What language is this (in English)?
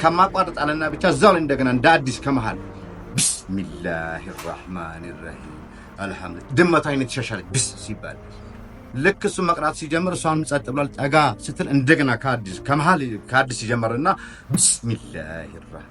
Amharic